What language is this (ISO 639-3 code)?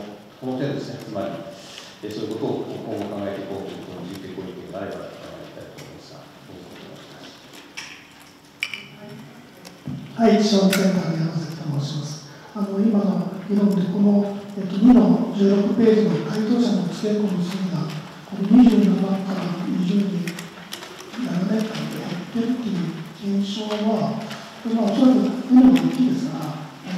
jpn